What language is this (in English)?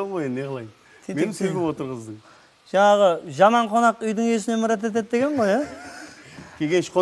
Kara-Kalpak